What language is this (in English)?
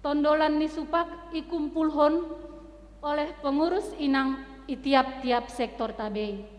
Batak Simalungun